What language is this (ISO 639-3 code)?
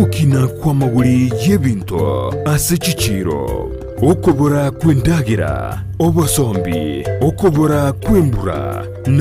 guz